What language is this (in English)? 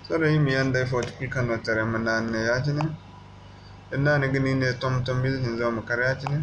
Zarma